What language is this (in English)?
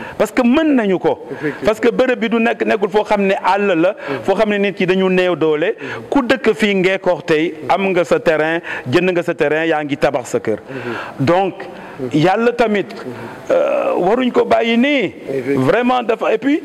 Wolof